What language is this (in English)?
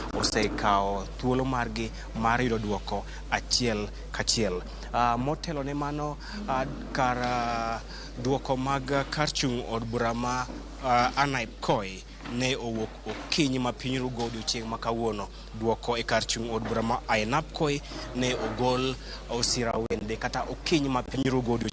Luo (Kenya and Tanzania)